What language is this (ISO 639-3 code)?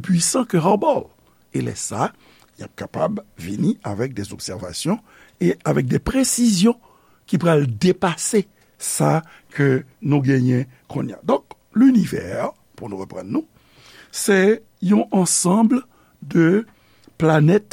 hat